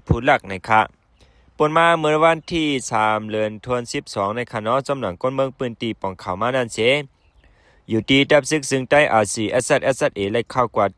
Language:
Shan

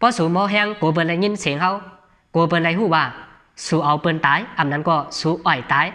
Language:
Shan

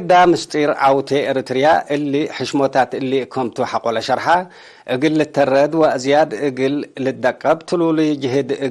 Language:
Tigre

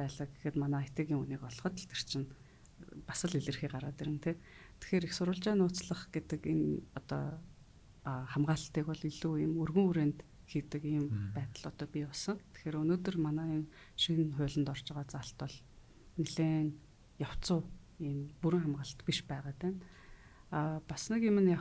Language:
Mongolian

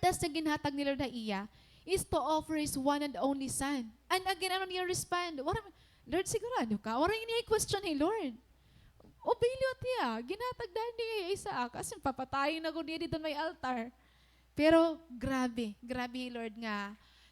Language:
Waray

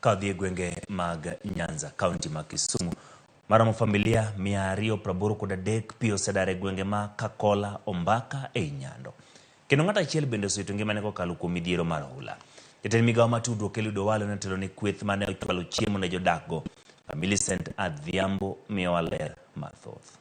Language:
Luo (Kenya and Tanzania)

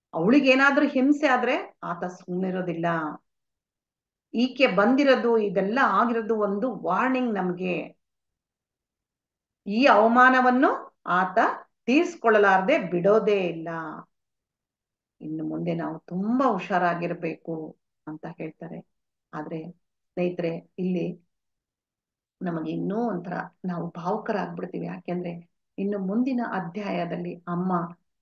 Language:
Kannada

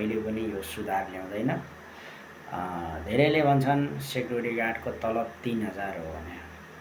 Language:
Nepali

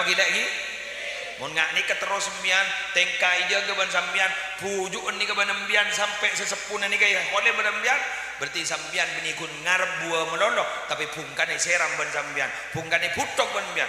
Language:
Madurese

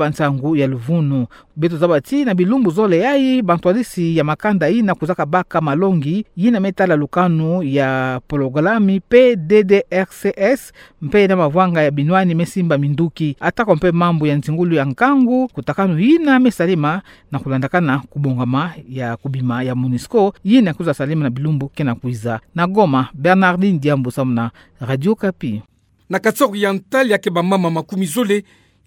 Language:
Kituba (Democratic Republic of Congo)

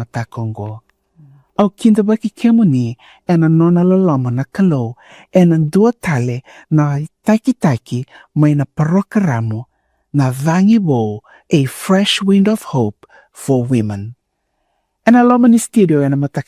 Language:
Fijian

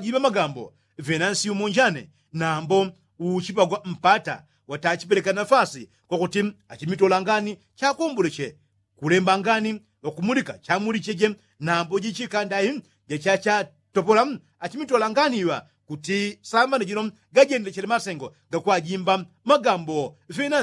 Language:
Yao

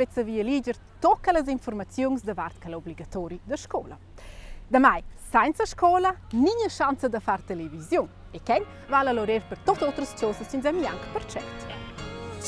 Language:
Romansh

